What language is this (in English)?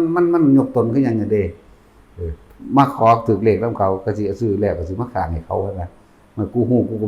Northeastern Thai